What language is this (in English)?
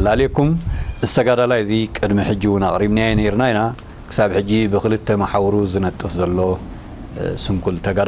Tigrinya